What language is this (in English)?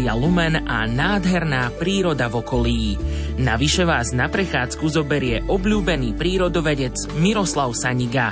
Slovak